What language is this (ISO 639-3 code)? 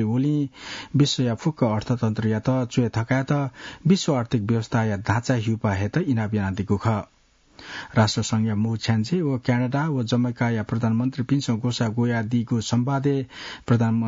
new